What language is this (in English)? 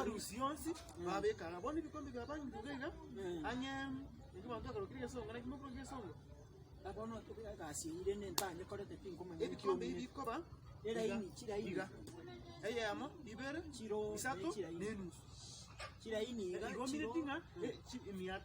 Gusii